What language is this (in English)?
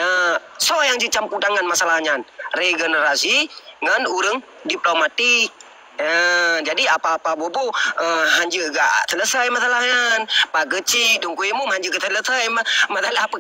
Achinese